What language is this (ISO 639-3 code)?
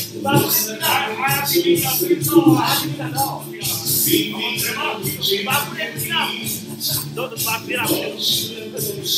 ron